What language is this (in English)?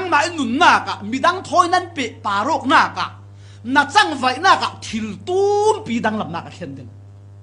Falam Chin